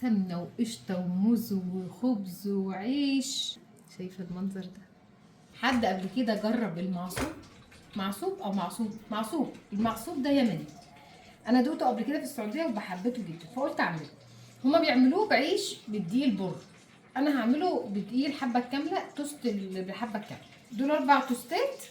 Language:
Egyptian Arabic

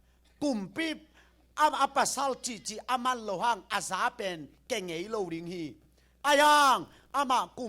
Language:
Tedim Chin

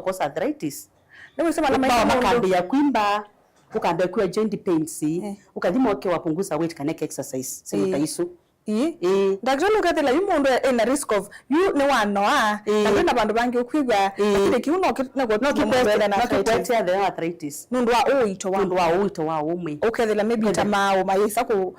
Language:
Kamba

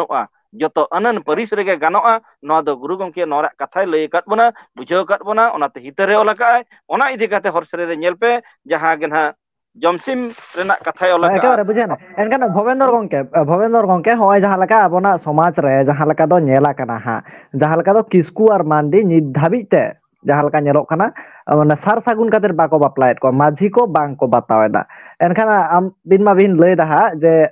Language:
Santali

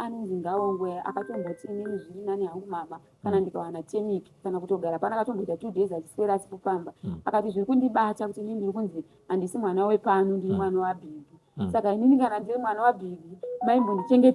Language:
Shona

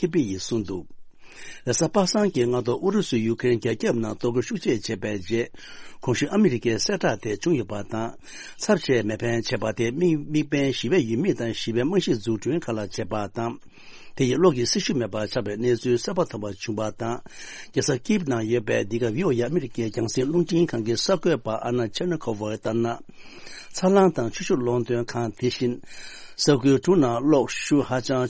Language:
Tibetan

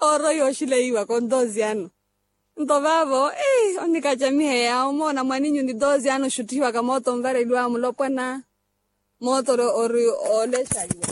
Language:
Makhuwa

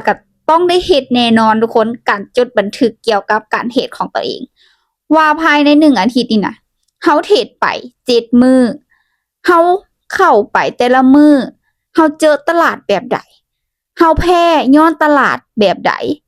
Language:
Lao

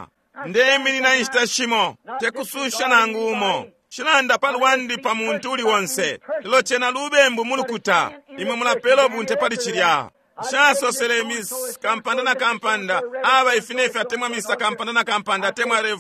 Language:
Bemba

